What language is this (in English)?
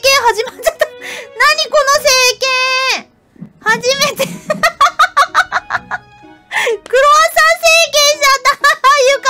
Japanese